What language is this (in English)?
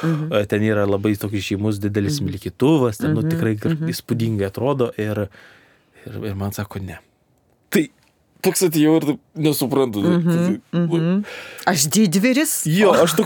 Lithuanian